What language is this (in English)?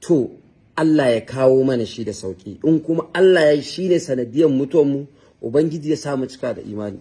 Hausa